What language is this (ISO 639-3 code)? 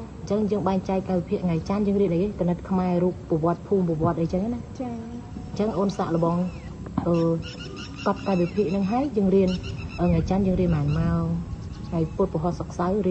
khm